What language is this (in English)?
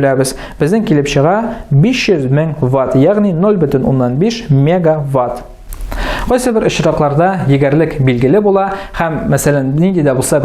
Tatar